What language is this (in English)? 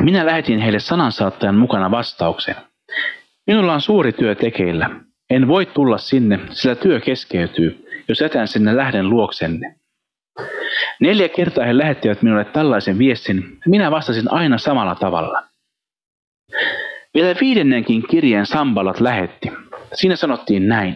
Finnish